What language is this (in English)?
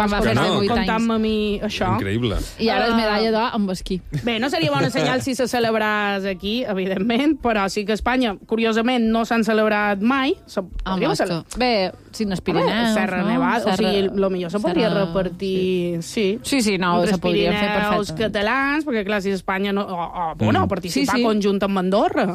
Catalan